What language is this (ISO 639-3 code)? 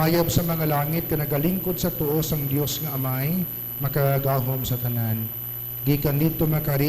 hil